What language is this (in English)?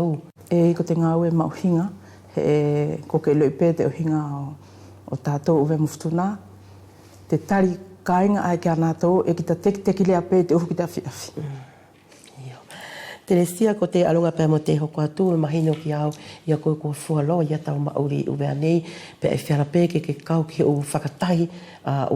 Wallisian